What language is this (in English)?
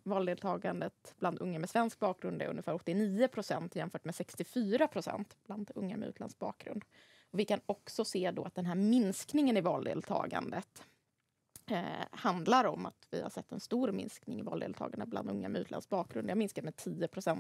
Swedish